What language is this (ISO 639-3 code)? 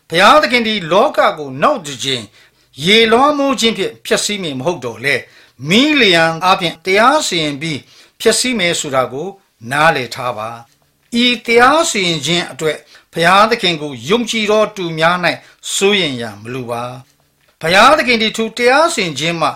mya